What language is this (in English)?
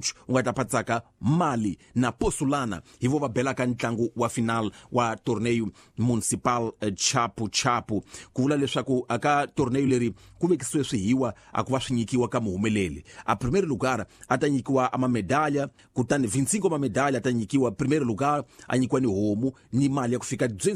Tsonga